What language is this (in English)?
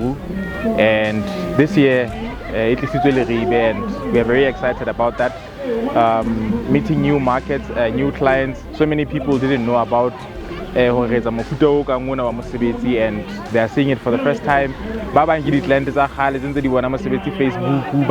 Southern Sotho